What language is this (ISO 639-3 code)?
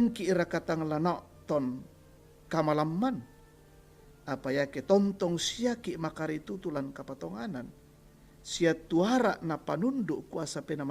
sda